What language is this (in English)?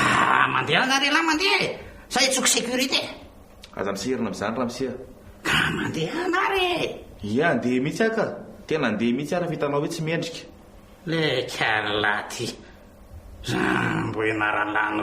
Malagasy